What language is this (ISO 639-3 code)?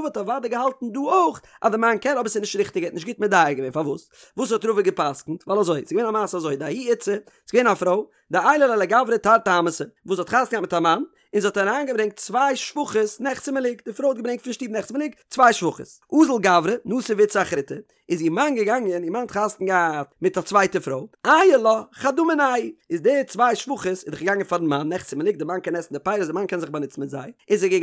yid